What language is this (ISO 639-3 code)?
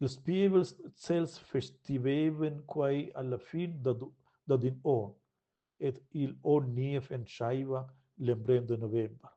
roh